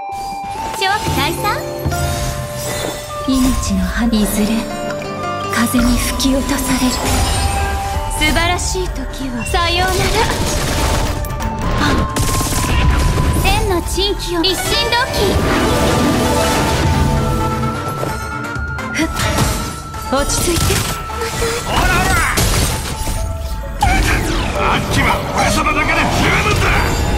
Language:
Japanese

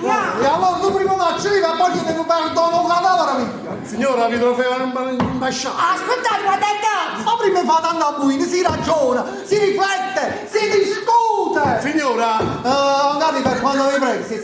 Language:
Neapolitan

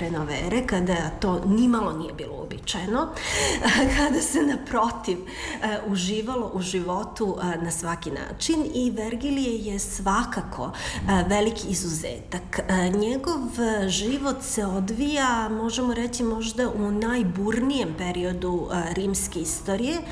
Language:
Serbian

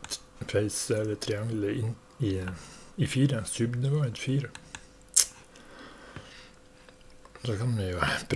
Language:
Norwegian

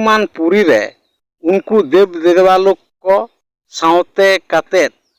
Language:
Santali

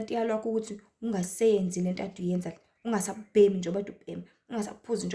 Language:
Zulu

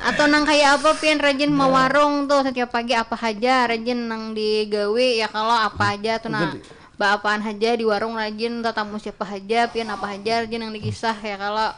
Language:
Banjar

